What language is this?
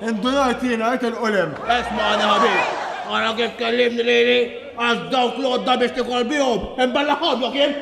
Maltese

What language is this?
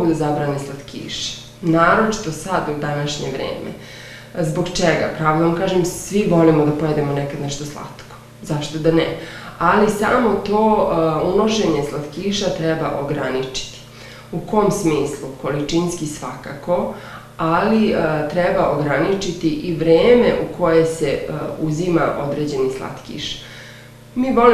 Serbian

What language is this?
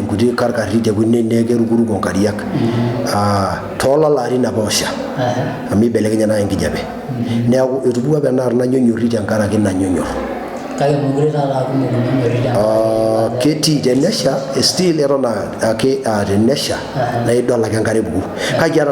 Masai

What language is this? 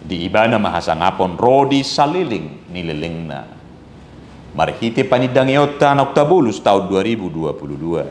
Batak Toba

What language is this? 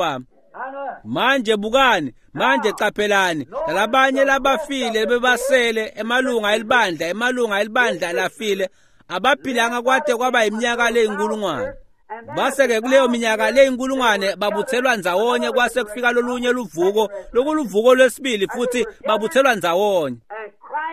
Swati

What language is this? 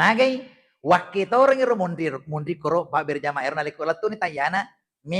Buginese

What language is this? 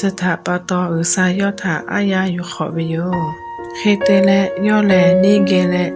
Lahu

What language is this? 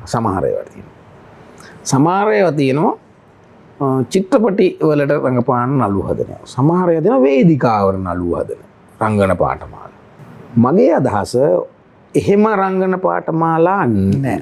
Sinhala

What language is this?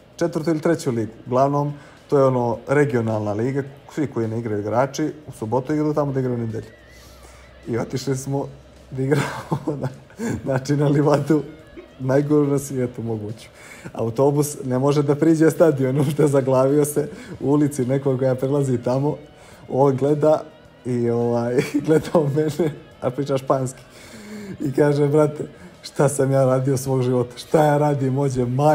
Bosnian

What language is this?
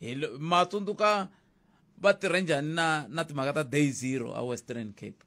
Tsonga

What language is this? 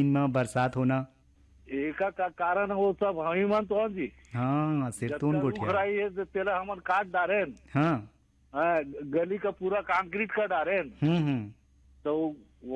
Chhattisgarhi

